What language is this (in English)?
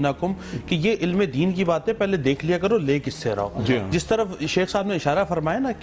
Urdu